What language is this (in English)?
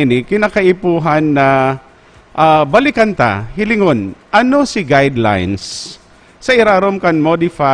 Bikol